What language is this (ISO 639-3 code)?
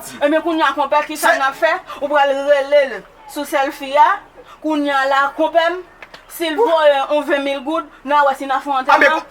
hat